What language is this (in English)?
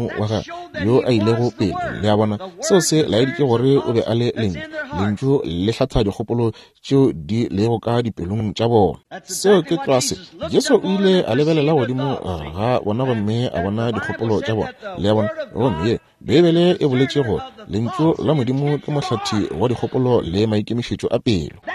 Northern Sotho